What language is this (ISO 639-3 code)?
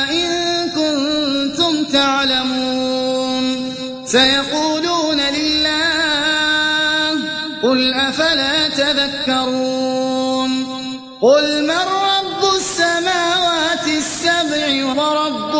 ara